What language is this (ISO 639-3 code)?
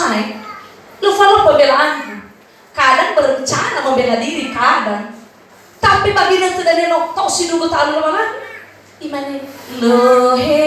nia